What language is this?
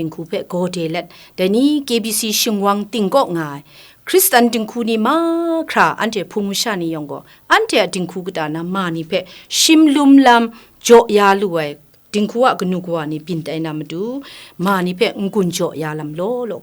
Kachin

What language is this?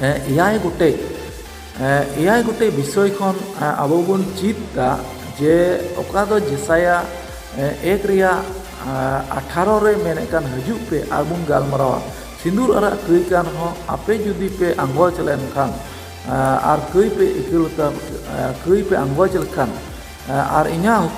Santali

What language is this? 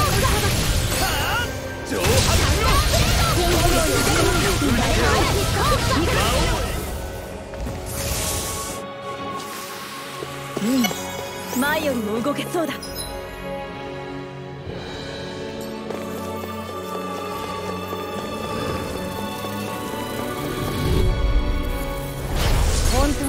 Japanese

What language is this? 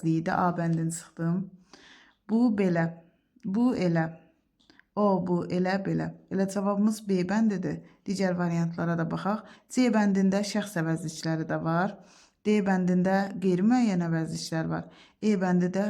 Azerbaijani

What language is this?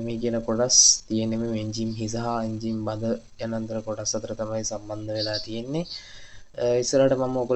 Sinhala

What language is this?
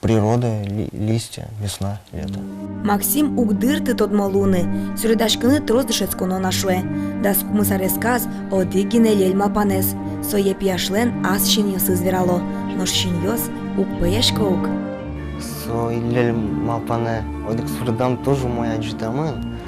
Udmurt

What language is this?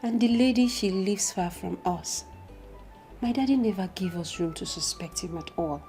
Nigerian Pidgin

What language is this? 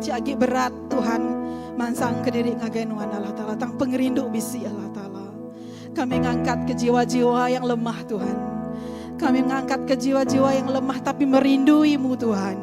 Iban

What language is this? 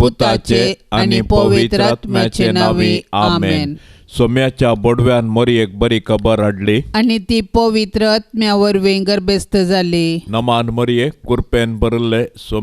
Konkani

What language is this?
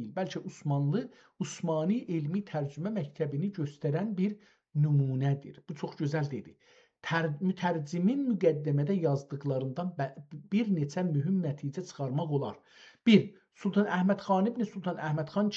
South Azerbaijani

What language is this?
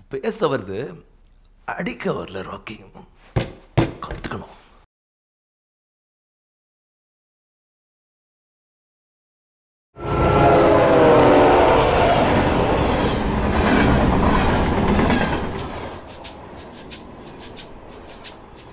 Tamil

